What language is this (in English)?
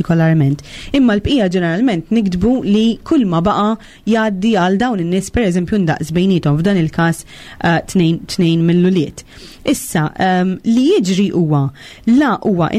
Maltese